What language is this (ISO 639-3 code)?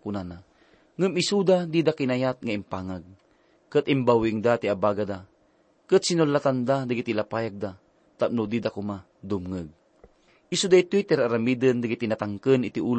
ilo